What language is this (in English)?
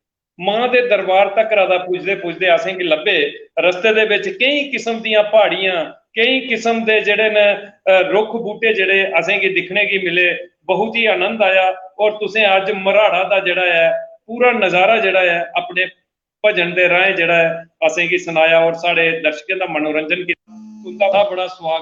Dogri